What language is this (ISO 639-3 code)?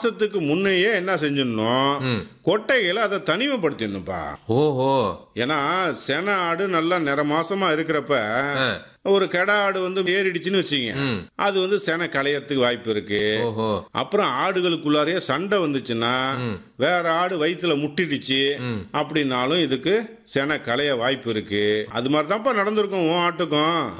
tam